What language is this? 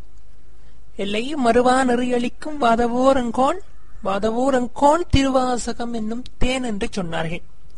Tamil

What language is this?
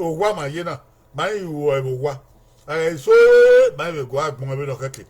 Bini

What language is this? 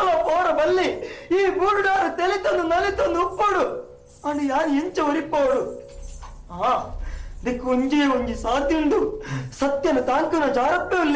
Tulu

